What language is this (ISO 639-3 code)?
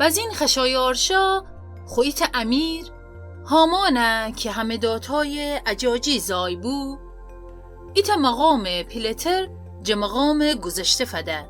glk